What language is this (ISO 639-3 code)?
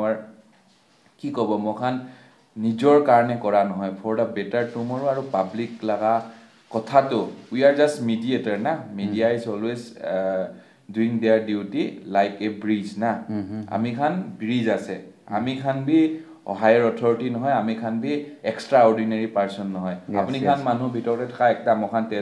nag